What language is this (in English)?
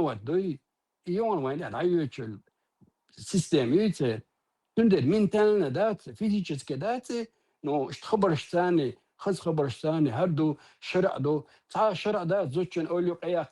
Chechen